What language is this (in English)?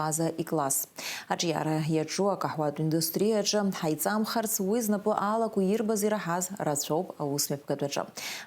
Abkhazian